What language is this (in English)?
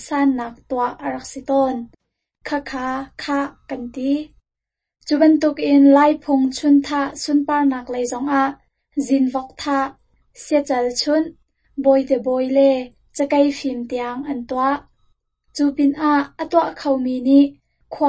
Hakha Chin